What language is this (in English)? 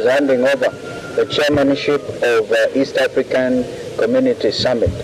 Gusii